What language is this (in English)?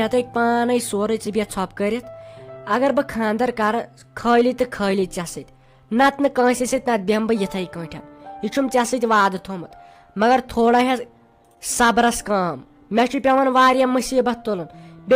Kashmiri